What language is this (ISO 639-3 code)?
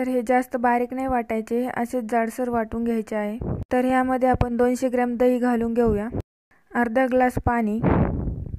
mar